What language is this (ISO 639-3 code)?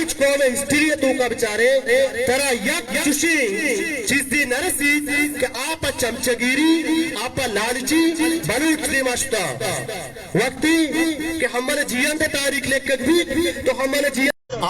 bal